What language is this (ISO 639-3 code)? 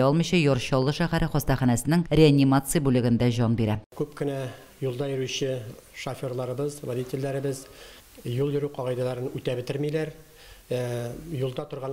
tat